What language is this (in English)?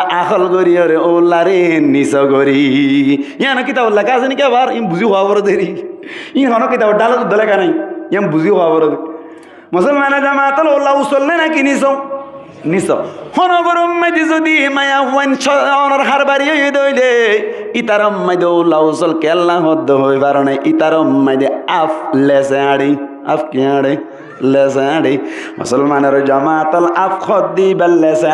Rohingya